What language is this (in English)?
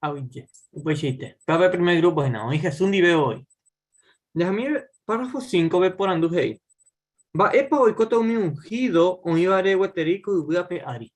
Guarani